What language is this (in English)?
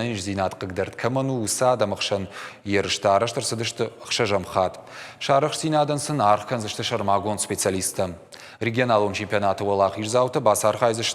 Ossetic